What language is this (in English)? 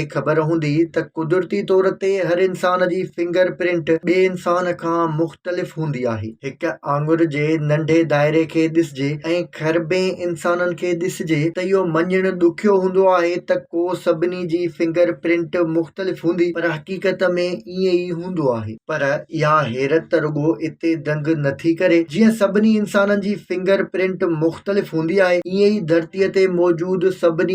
Sindhi